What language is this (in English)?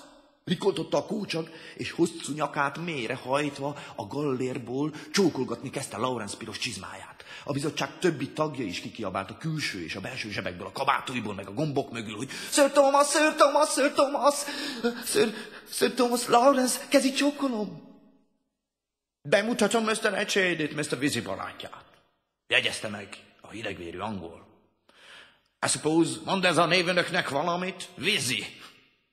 Hungarian